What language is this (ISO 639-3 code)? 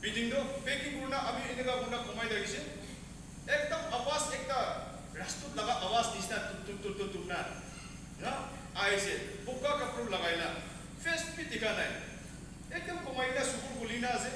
nag